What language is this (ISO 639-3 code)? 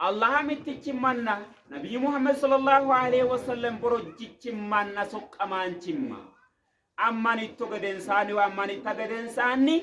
sid